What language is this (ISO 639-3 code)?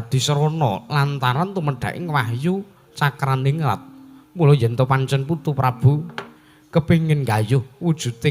jav